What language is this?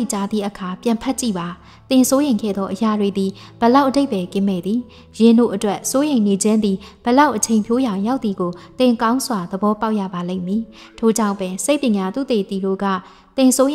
Burmese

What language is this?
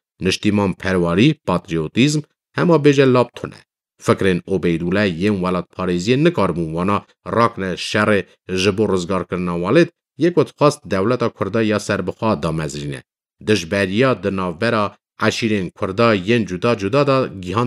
Kurdish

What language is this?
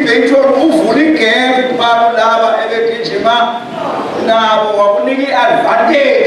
Zulu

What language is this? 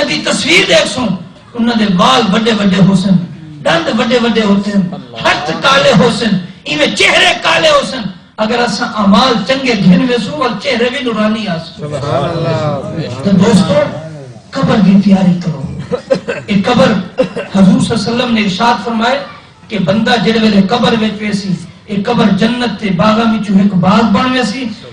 Saraiki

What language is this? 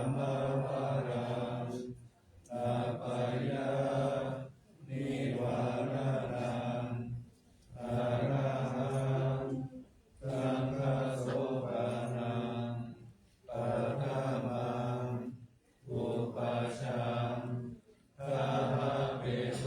Pali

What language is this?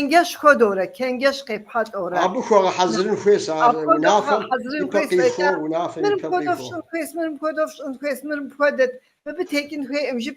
Kabardian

